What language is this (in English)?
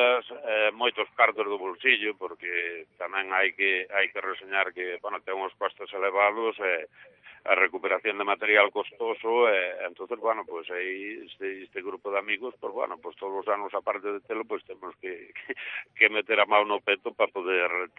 Galician